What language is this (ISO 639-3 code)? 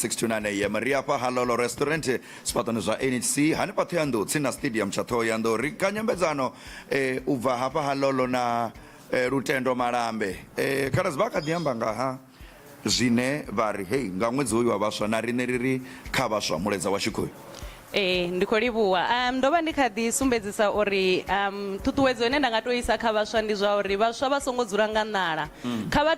ven